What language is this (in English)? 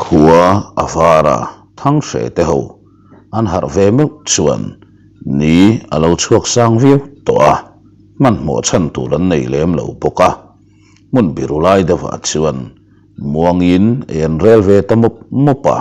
Mizo